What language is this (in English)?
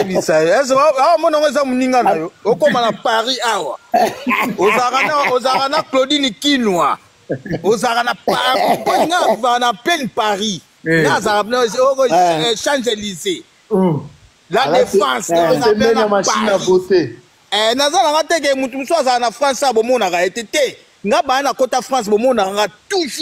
Lingala